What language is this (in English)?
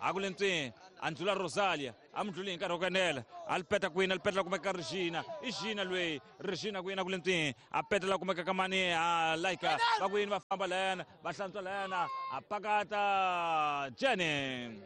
Tsonga